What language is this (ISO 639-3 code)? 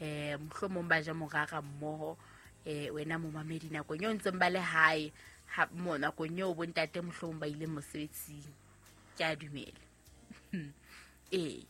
sot